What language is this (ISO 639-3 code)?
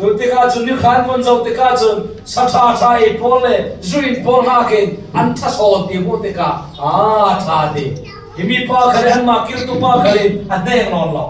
cfm